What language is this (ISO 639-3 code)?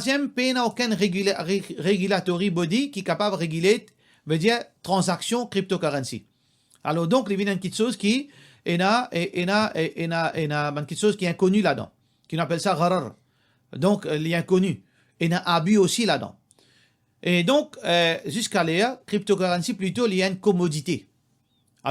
mfe